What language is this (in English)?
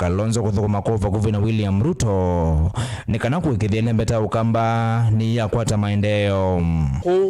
Kamba